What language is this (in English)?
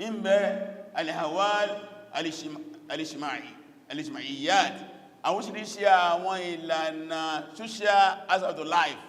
Yoruba